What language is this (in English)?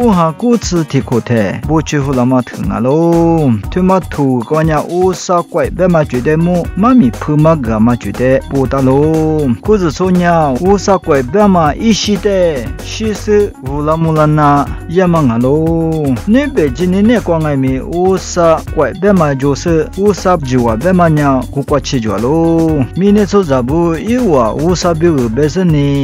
Lisu